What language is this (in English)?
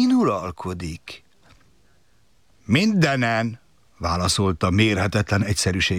Hungarian